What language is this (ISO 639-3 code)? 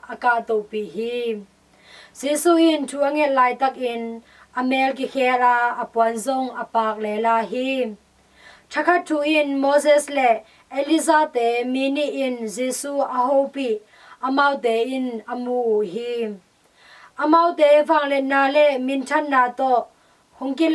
ctd